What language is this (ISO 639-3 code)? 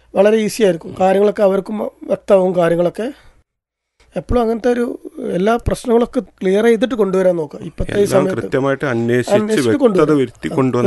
mal